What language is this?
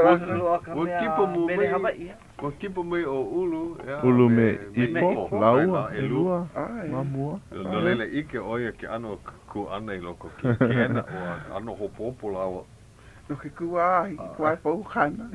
Hawaiian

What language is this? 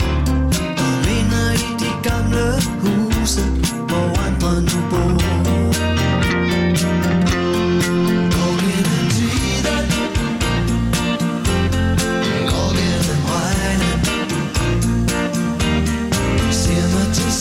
Danish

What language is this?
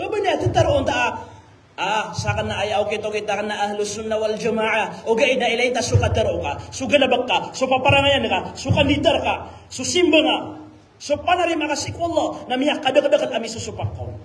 Maranao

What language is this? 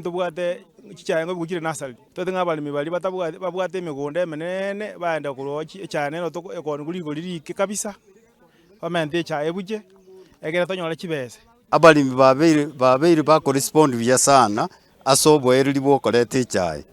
Gusii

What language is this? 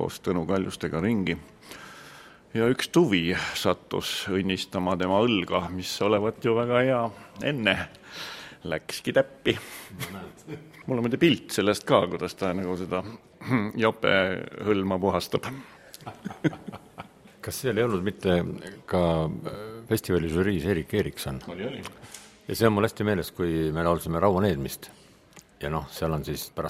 Estonian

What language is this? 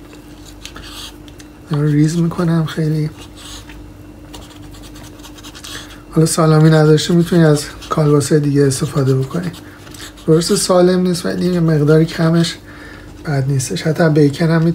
Persian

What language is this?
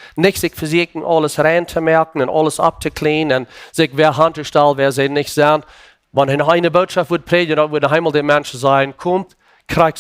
Plautdietsch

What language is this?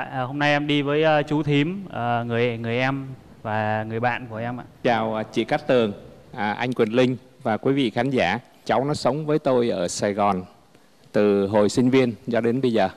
Vietnamese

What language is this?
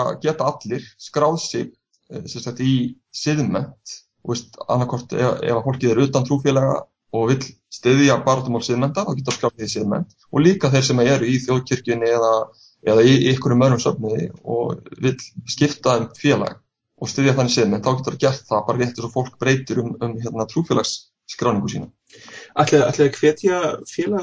Icelandic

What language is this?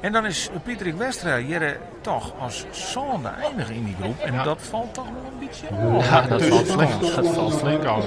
Western Frisian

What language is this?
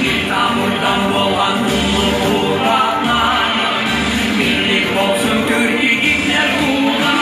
Kumyk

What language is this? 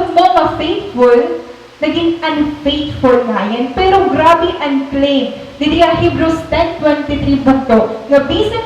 Waray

